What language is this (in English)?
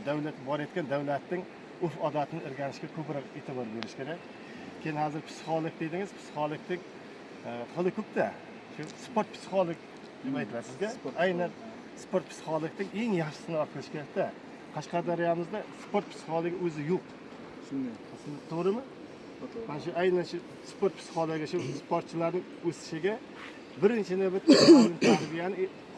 Uzbek